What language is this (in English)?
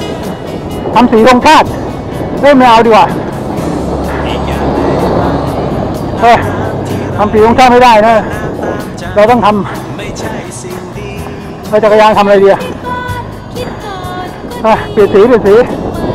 Thai